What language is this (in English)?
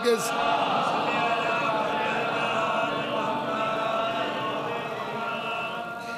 Urdu